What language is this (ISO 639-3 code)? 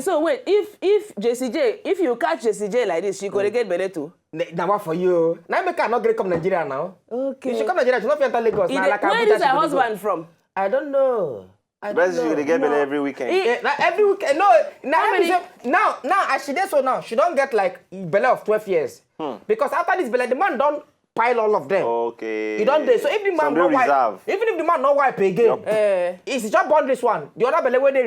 pcm